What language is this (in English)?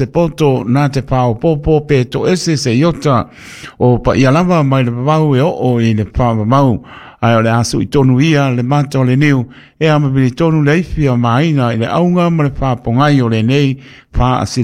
Samoan